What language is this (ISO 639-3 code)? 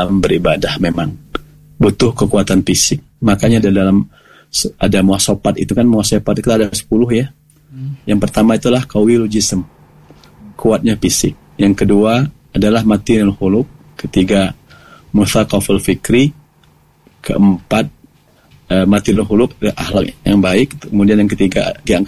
ind